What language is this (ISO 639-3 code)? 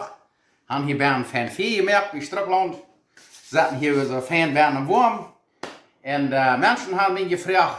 pdt